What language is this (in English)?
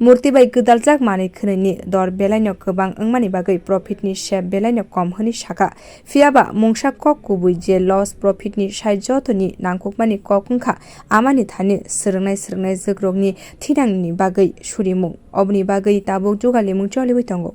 Kok Borok